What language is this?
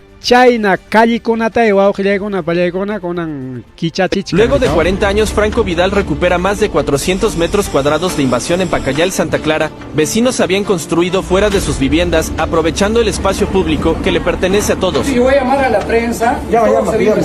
Ayacucho Quechua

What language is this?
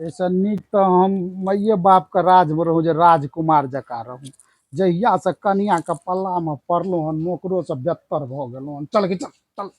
Maithili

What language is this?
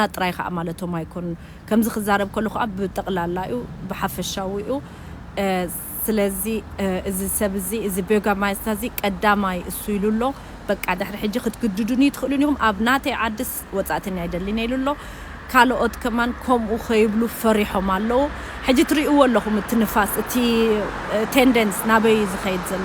Tigrinya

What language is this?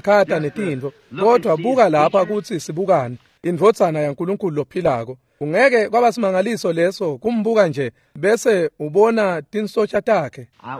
Swati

